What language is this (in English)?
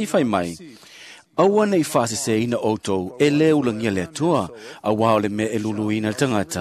Samoan